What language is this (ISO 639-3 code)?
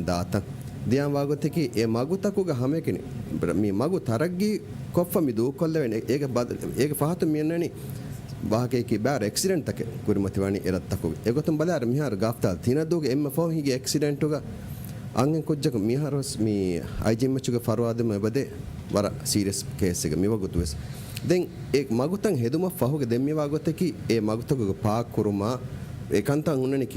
div